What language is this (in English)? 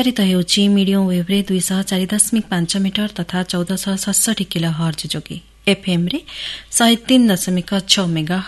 Odia